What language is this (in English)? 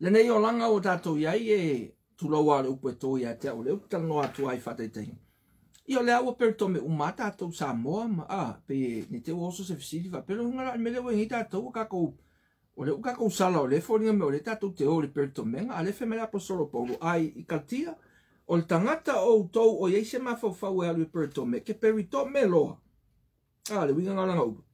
Samoan